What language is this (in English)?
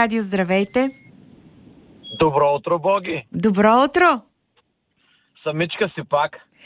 Bulgarian